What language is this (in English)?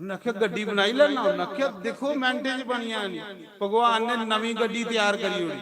Dogri